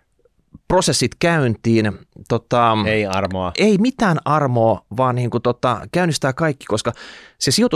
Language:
Finnish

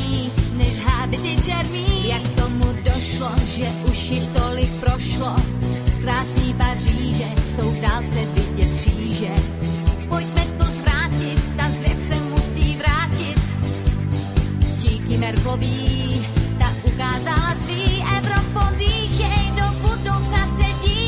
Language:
Czech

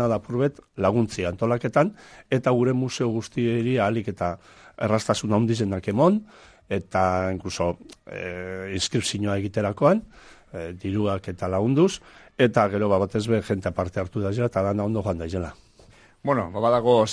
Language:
Basque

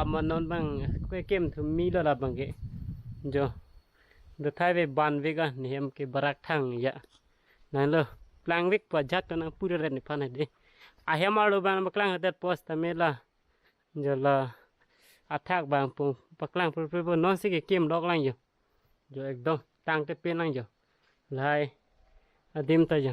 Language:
Karbi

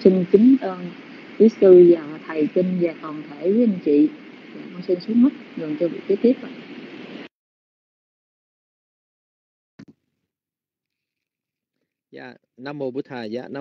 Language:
Vietnamese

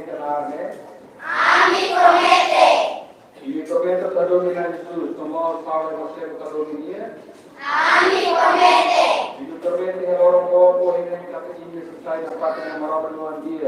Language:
Tetum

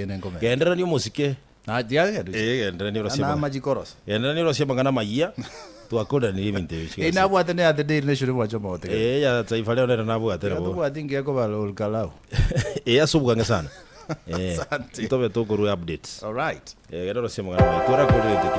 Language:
Gusii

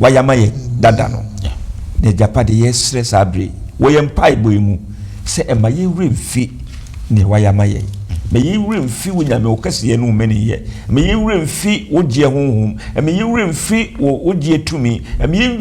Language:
Akan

